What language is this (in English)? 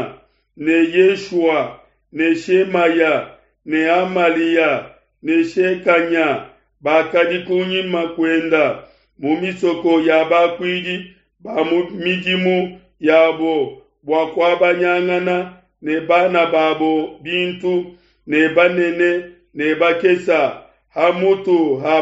Luba-Lulua